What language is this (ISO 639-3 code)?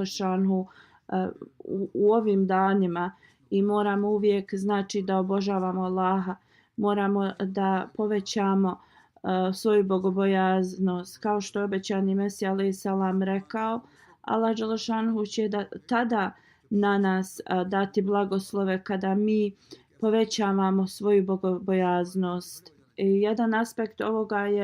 bos